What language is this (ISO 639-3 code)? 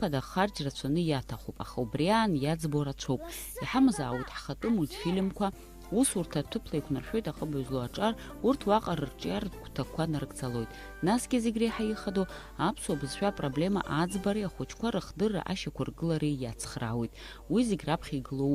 abk